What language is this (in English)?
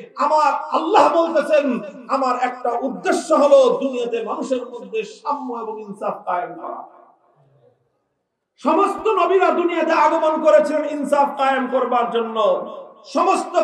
Bangla